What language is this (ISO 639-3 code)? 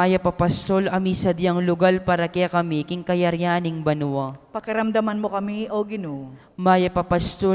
pam